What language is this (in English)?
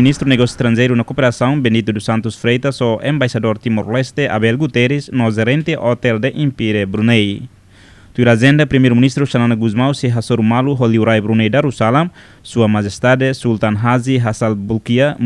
Tetum